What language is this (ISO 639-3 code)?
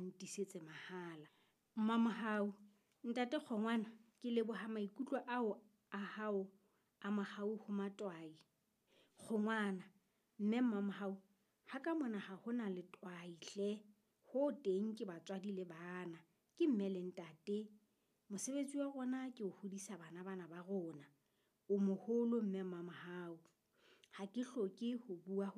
sot